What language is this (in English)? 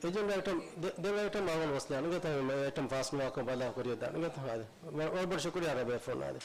Divehi